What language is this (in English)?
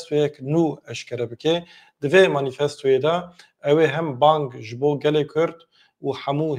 Kurdish